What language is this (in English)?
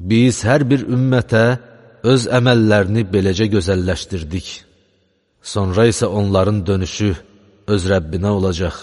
Azerbaijani